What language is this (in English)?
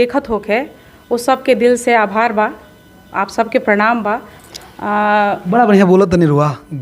Bhojpuri